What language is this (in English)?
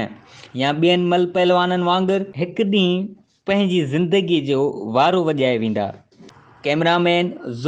Sindhi